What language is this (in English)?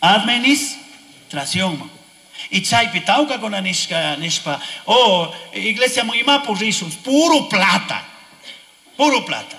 Chimborazo Highland Quichua